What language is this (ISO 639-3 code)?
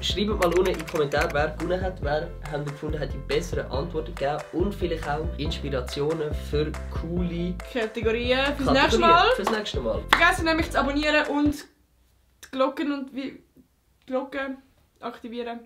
gsw